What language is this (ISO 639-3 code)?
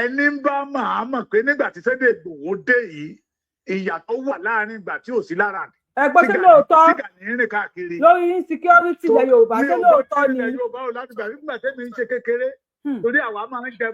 yor